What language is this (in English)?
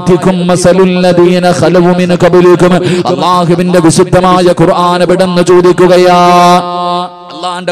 Malayalam